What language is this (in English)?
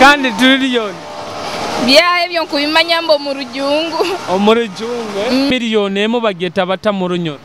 Nyoro